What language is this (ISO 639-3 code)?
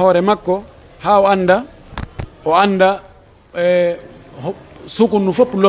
fuf